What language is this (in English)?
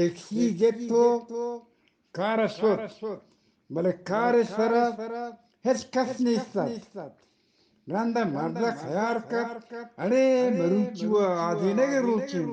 Eastern Balochi